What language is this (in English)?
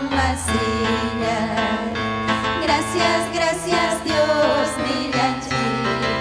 Ayacucho Quechua